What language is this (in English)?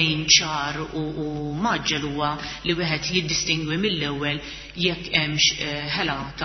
Maltese